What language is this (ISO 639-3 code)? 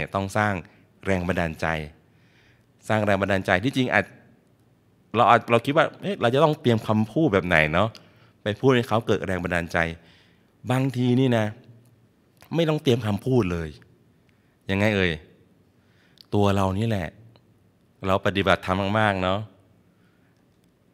tha